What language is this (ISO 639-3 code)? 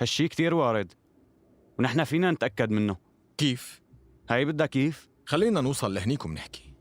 apc